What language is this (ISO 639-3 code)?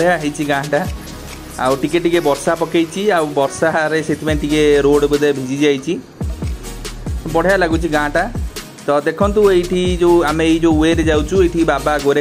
ori